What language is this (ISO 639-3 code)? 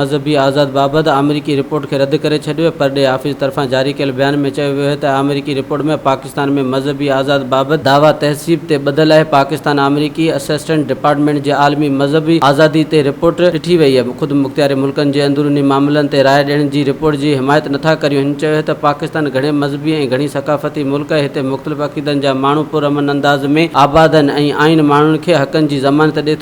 snd